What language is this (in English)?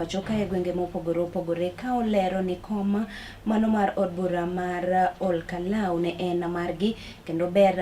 Luo (Kenya and Tanzania)